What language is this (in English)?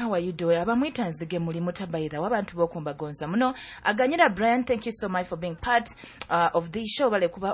Nyoro